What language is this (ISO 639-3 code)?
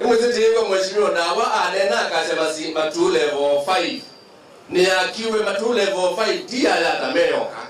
kam